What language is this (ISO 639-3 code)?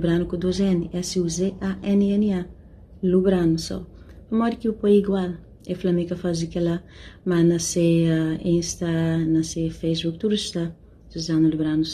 kea